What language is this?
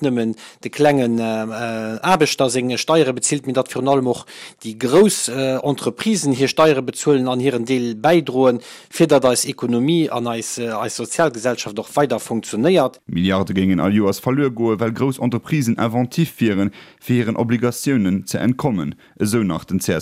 Luxembourgish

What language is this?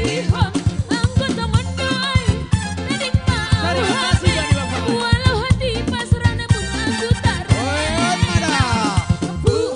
Batak Simalungun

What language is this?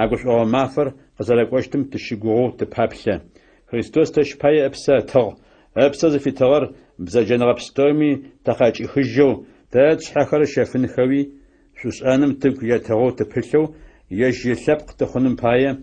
Adyghe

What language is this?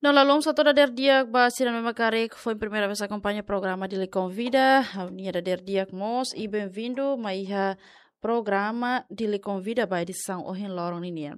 Tetum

